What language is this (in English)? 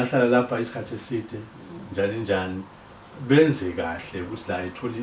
Zulu